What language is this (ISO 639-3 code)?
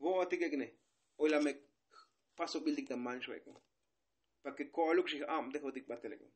tzo